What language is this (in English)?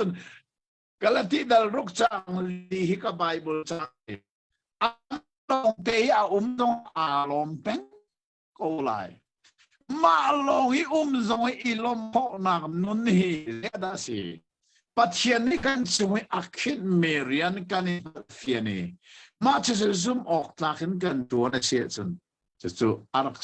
Hakha Chin